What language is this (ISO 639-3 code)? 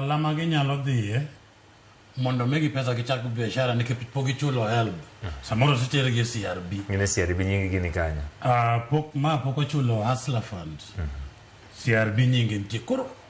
luo